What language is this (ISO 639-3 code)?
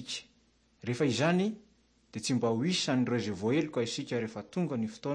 mlg